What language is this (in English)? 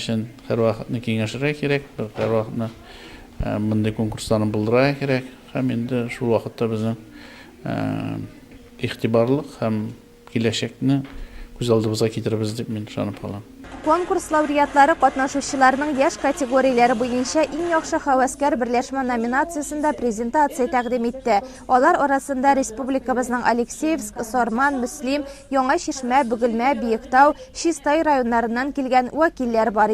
Tatar